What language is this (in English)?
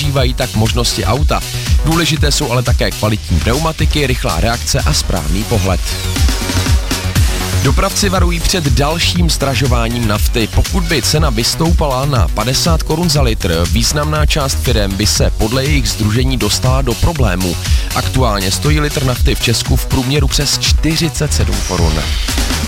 Czech